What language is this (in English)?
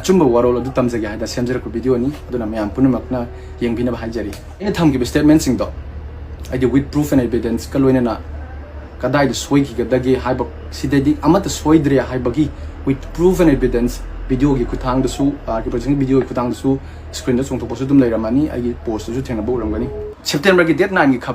Manipuri